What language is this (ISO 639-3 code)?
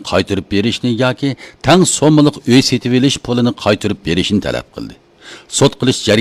uig